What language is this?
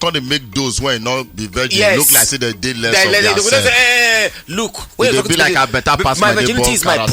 Nigerian Pidgin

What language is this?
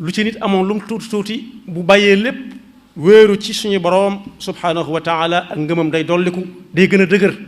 Wolof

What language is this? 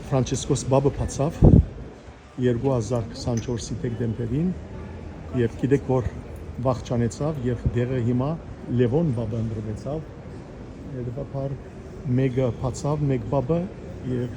Western Armenian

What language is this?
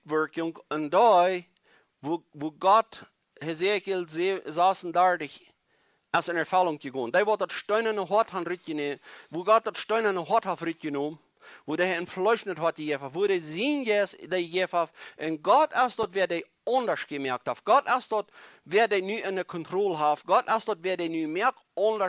Plautdietsch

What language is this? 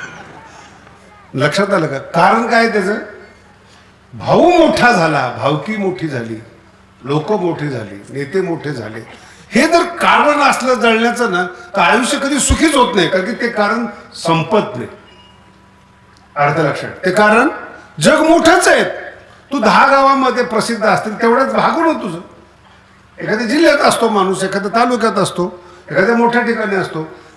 Marathi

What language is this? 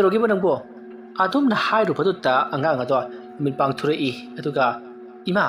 Manipuri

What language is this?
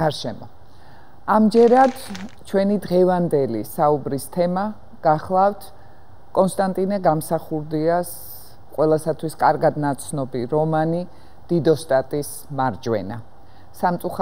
Georgian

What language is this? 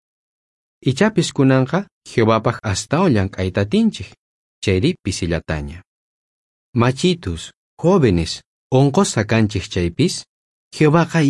South Bolivian Quechua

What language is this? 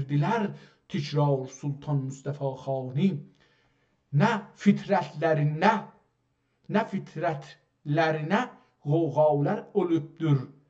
South Azerbaijani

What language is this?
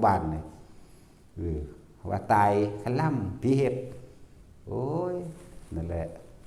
Northeastern Thai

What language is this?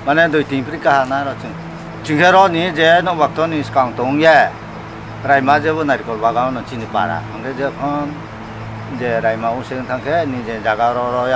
Kok Borok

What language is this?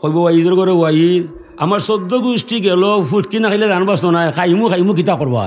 Sylheti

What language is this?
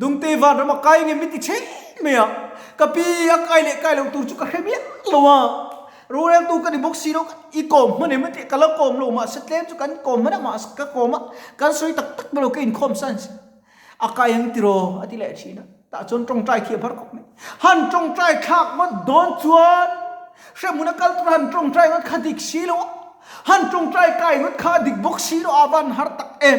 Mizo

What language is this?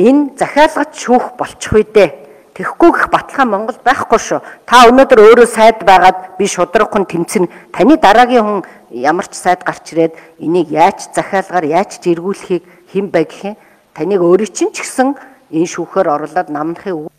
Mongolian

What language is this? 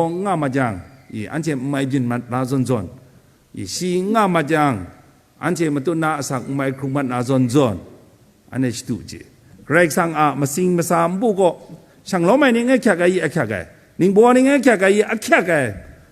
Kachin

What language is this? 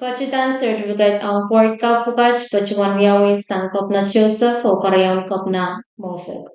Pohnpeian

